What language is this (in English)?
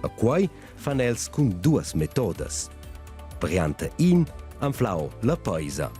Romansh